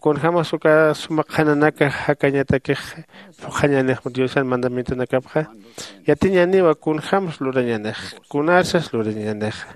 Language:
Aymara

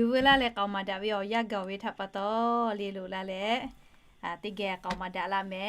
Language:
Lahu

